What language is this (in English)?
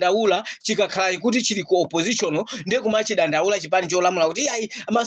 Nyanja